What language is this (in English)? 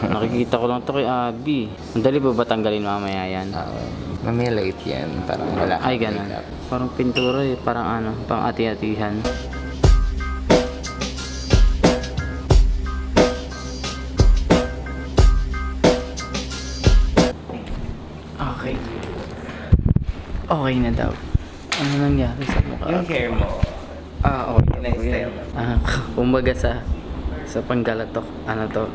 Filipino